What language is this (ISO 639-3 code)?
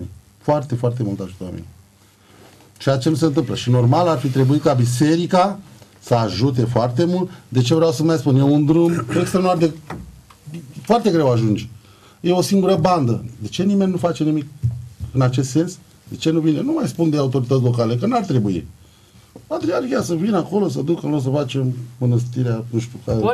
ron